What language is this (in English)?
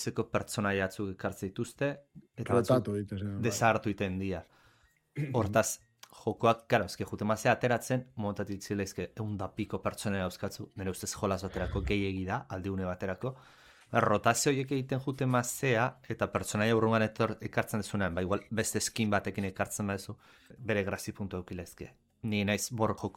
Basque